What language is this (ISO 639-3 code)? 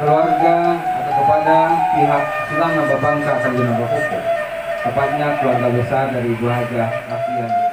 min